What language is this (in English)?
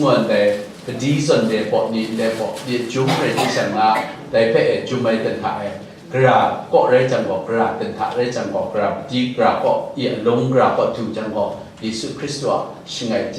Kachin